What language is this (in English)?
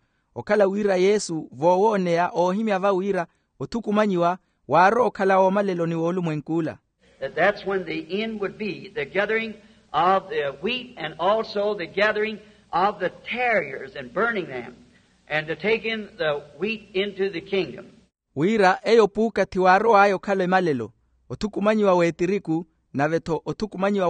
Makhuwa